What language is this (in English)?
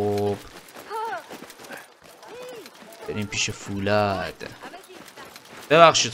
Persian